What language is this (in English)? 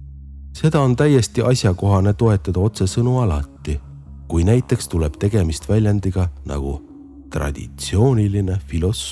Estonian